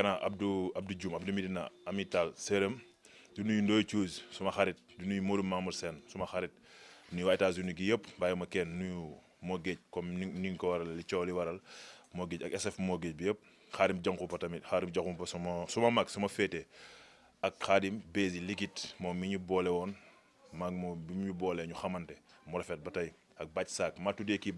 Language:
Wolof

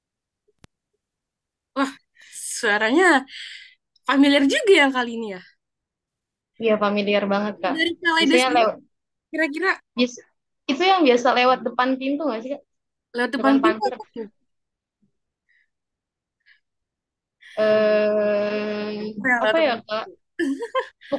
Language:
Indonesian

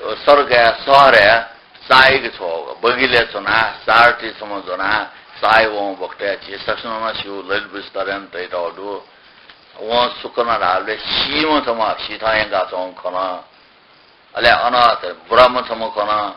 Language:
Newari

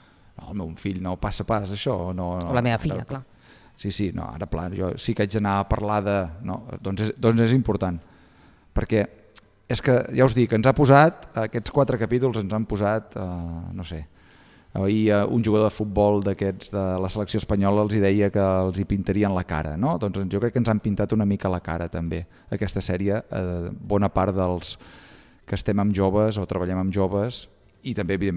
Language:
Catalan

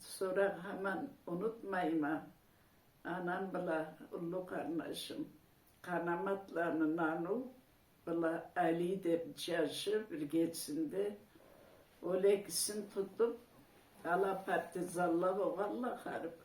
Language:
Karachay-Balkar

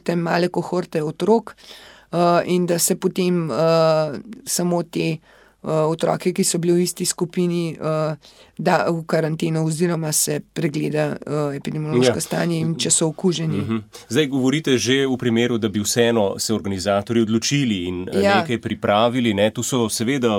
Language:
Slovenian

